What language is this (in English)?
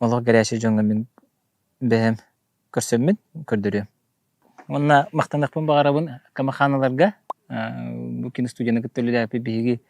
Yakut